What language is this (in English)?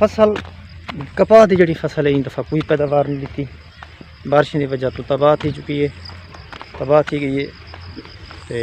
Saraiki